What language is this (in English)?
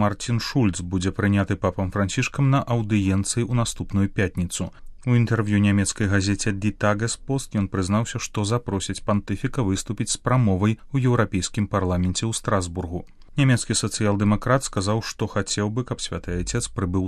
Belarusian